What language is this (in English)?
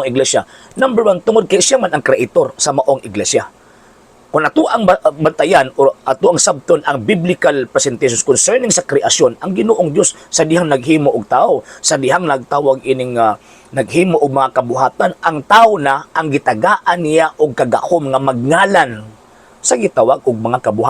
Cebuano